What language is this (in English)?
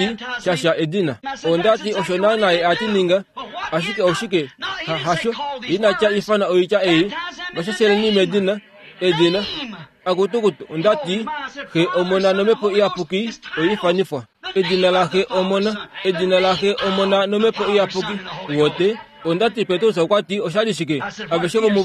Kuanyama